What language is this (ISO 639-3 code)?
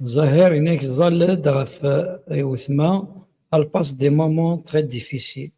kab